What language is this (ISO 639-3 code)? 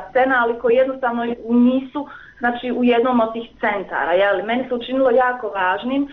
hrv